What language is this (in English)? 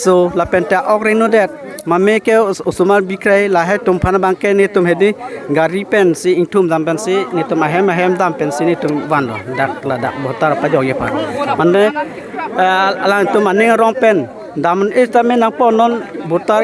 Karbi